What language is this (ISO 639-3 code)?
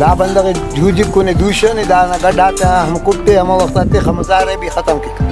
brh